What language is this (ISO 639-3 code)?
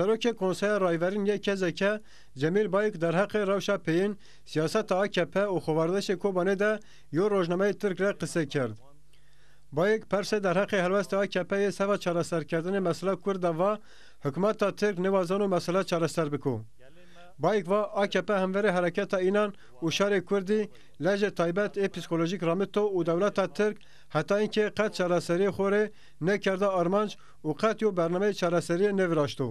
zza